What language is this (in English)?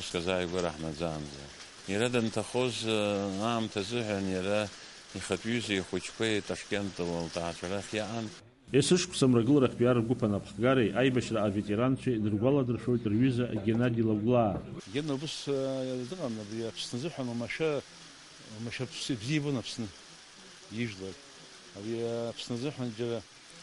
Abkhazian